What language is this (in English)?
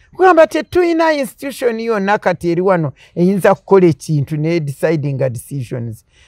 Ganda